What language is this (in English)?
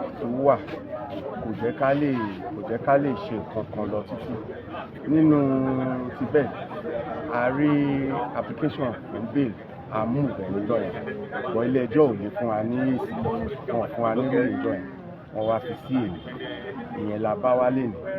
Yoruba